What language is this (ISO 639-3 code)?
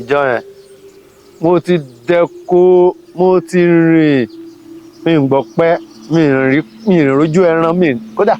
yor